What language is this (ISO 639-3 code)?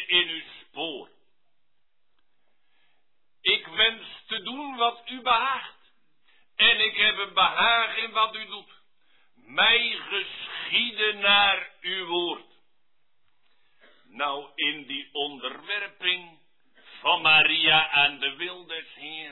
nld